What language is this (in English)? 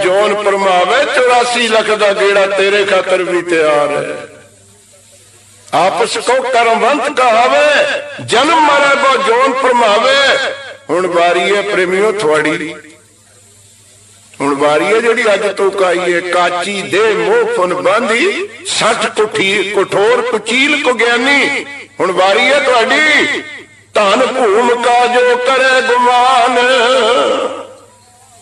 Punjabi